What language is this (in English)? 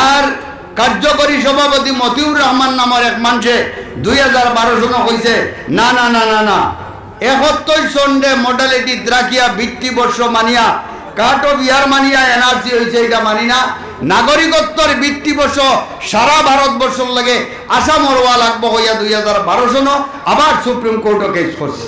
Sylheti